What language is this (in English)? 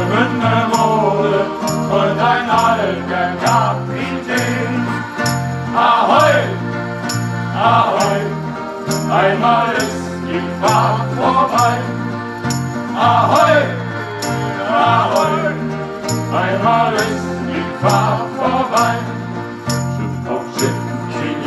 German